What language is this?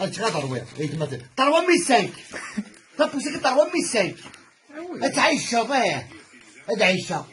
Kabyle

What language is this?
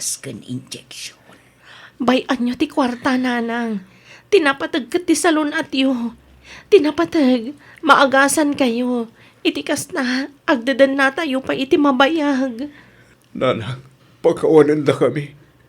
Iloko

